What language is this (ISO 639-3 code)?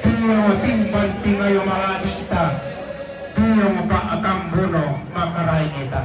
sda